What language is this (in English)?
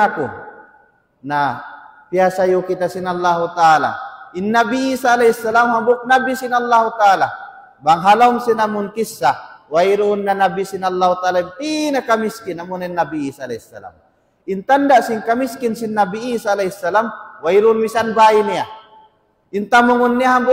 Tausug